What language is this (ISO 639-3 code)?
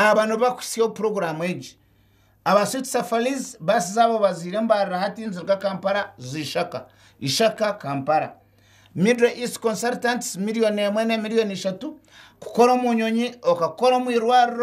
nyn